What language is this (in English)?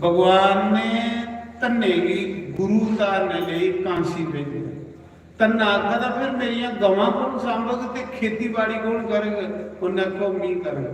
Dogri